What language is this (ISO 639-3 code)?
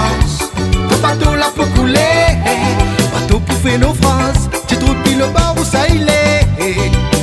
rcf